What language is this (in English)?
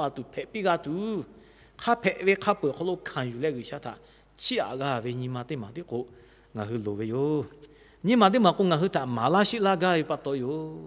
Lahu